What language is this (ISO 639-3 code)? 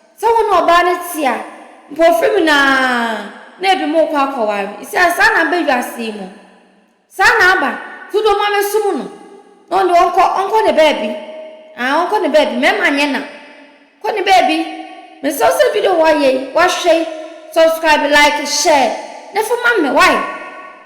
aka